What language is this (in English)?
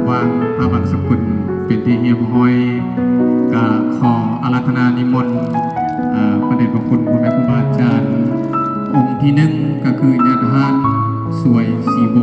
Lao